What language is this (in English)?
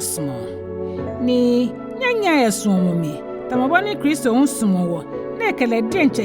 Ga